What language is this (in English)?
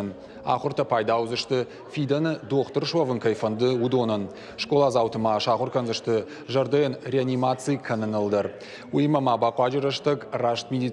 Ossetic